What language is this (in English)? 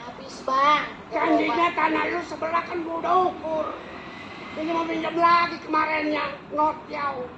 Betawi